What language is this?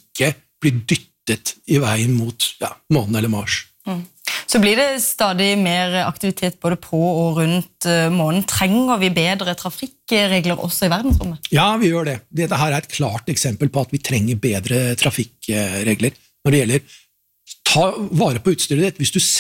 Norwegian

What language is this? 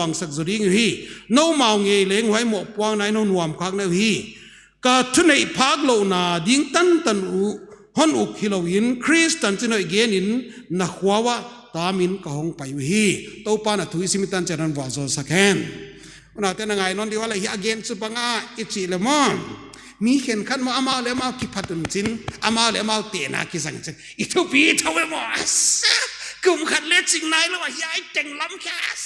Paite Chin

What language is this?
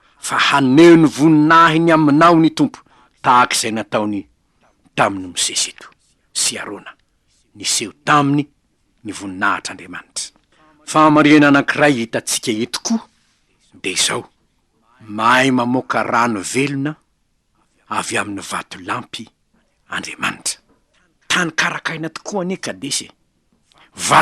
Malagasy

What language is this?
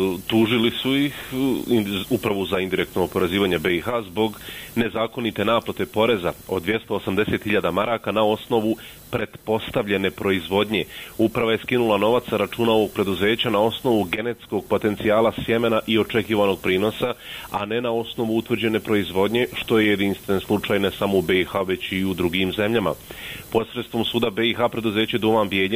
Bosnian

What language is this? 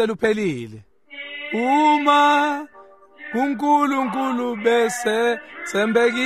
Swati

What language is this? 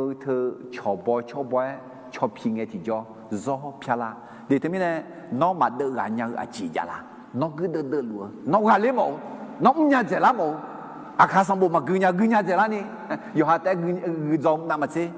Akha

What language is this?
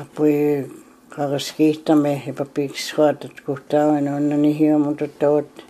Plains Cree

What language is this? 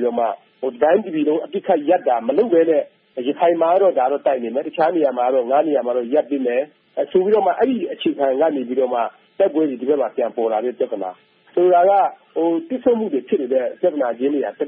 Burmese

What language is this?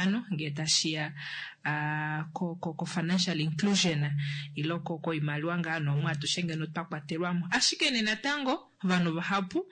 Kuanyama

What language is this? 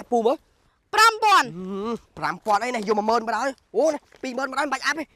Khmer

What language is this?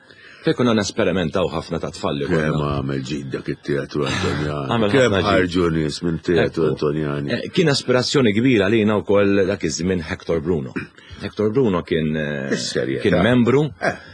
Maltese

